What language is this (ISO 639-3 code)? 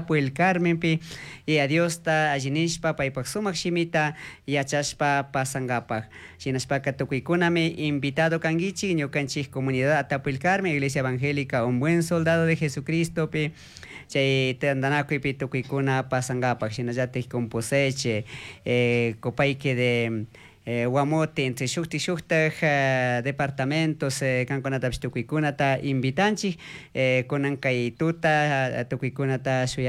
qug